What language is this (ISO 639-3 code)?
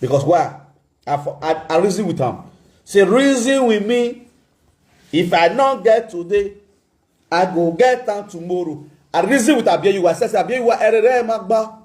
pcm